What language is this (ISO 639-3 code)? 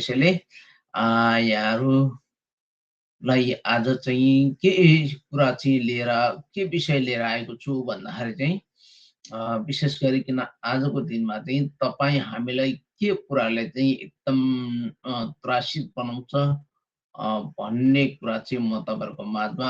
nep